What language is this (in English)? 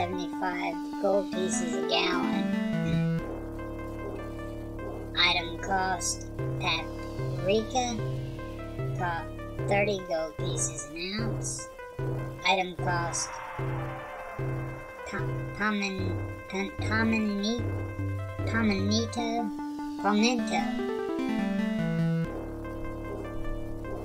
English